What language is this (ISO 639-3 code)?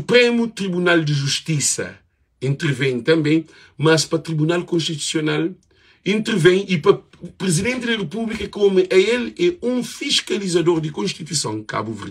kea